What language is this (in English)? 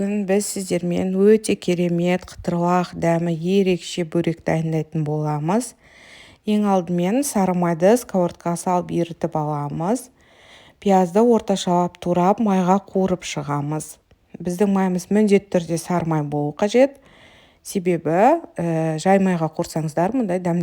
Kazakh